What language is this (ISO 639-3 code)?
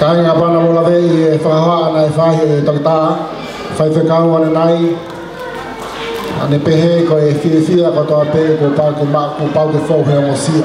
ton